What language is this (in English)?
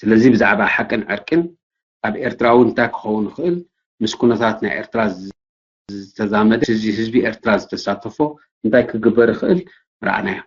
Tigrinya